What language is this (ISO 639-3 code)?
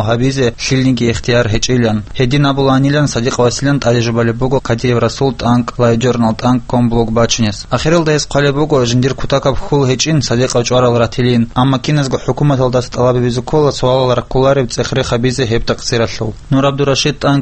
ava